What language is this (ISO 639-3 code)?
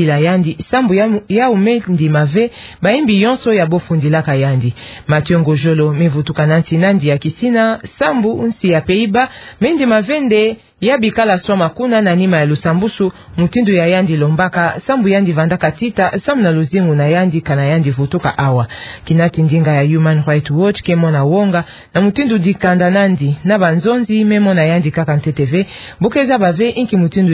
ktu